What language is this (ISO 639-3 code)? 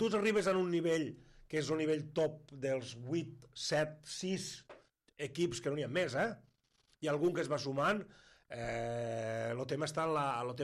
cat